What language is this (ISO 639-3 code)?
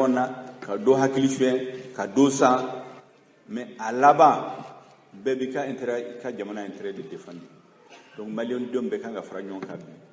bam